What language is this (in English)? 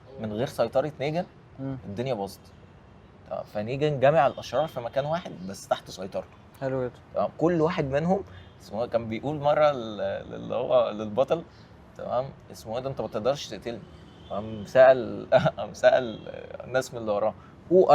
Egyptian Arabic